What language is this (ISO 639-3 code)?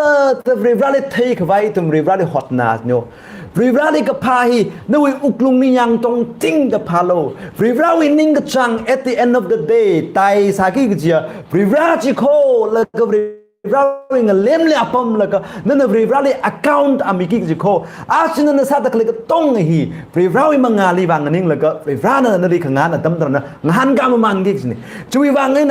nmf